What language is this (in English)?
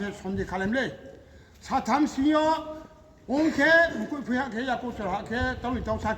Riang (India)